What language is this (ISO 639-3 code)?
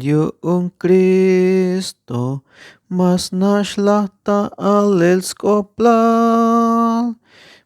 tzh